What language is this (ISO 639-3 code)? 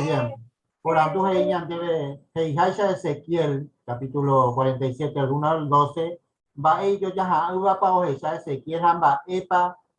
grn